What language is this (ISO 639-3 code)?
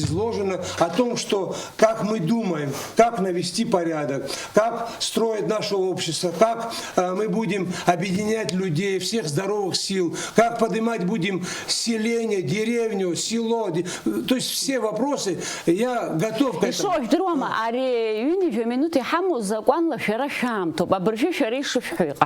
abk